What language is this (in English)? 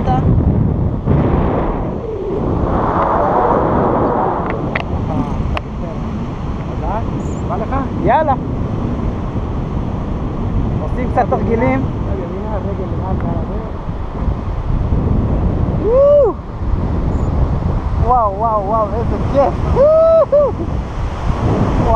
Hebrew